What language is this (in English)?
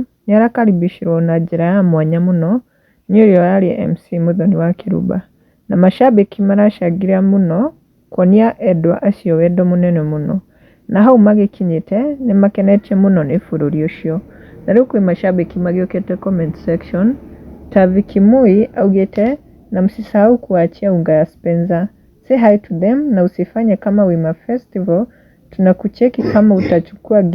Kikuyu